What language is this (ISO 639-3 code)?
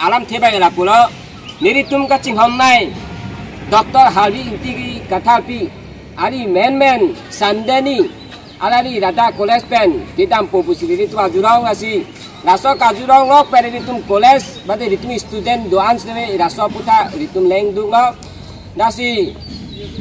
mjw